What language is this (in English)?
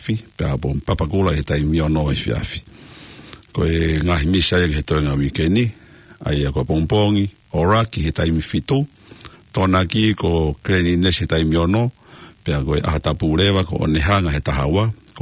Tongan